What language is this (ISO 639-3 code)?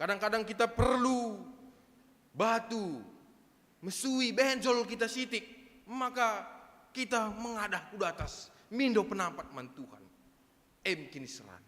btx